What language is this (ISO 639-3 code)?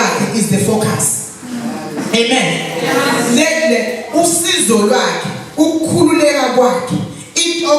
zul